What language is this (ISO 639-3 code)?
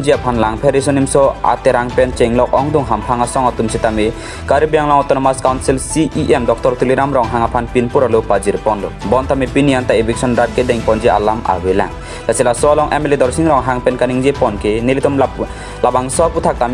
mjw